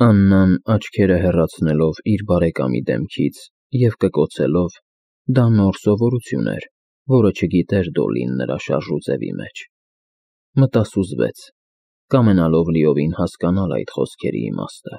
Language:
Armenian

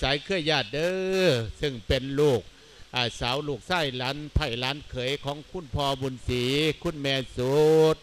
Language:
Lao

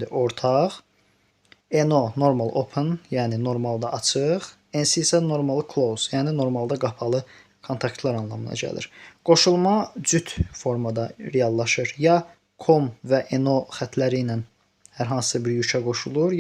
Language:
Azerbaijani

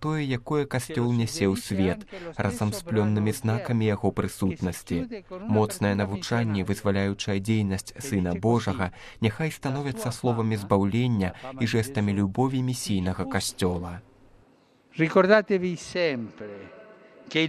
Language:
Belarusian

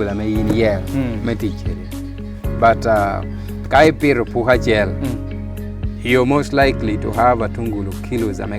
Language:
Lango (Uganda)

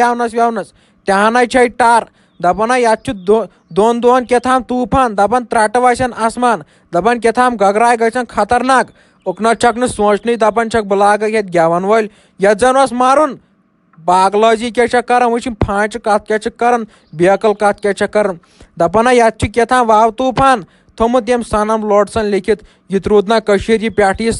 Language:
Kashmiri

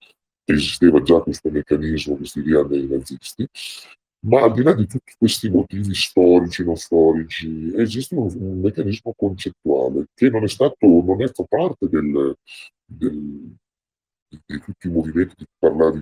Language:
Italian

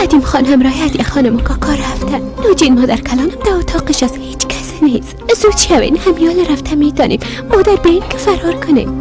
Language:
Persian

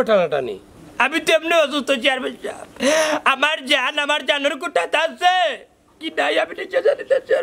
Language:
Sylheti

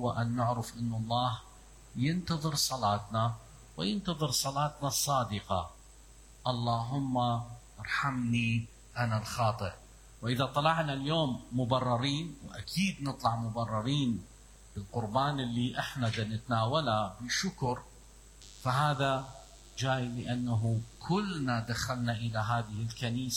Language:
Mesopotamian Arabic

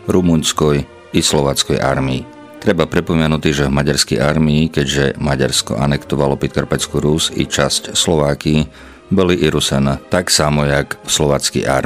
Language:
Rusyn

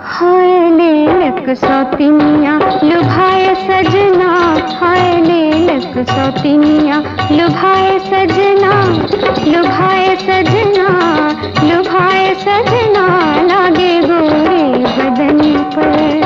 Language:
Maithili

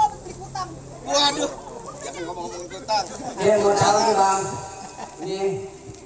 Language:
Betawi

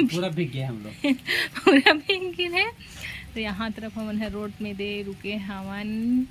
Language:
Chhattisgarhi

